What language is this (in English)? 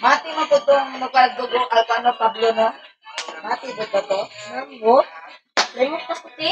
Cebuano